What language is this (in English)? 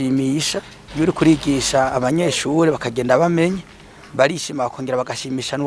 Rundi